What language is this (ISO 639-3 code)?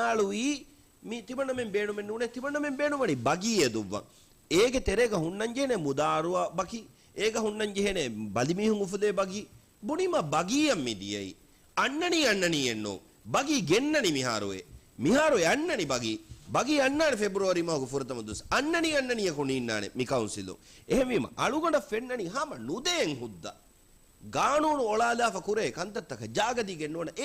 div